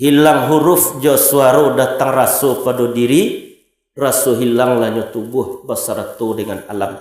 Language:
Minangkabau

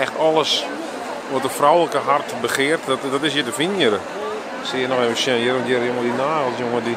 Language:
Western Frisian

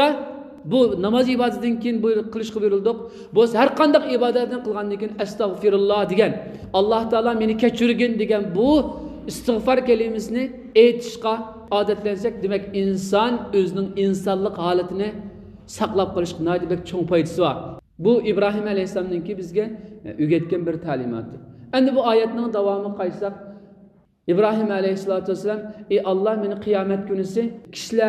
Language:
Uyghur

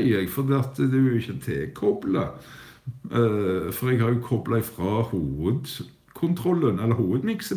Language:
Norwegian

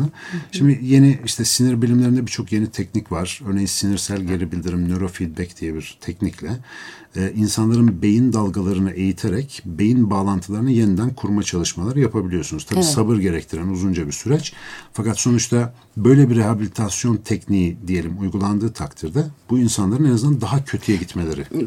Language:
Turkish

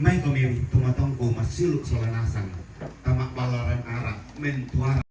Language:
Toraja-Sa'dan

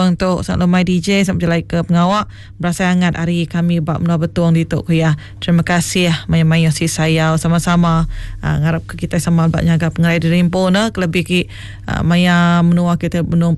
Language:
Iban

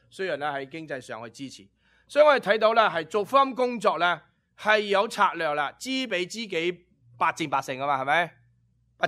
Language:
Cantonese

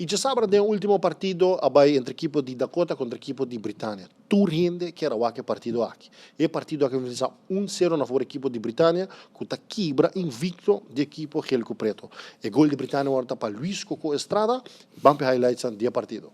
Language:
Papiamento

